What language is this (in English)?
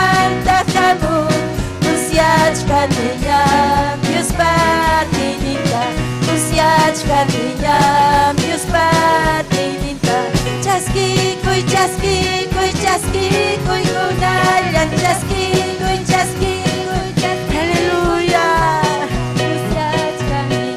Ayacucho Quechua